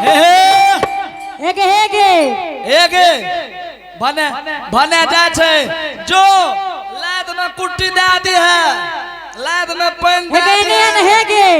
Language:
Angika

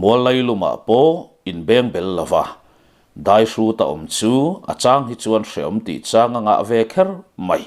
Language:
Mizo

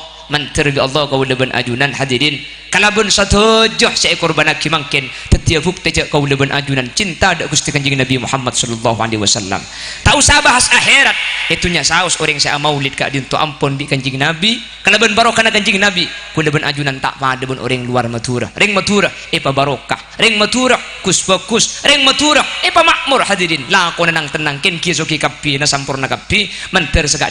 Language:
Madurese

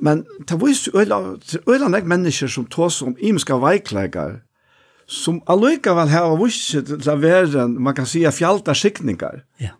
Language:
Faroese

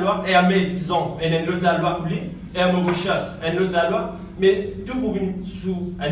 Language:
Morisyen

